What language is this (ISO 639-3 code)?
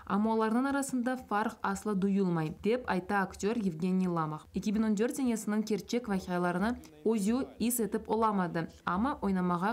crh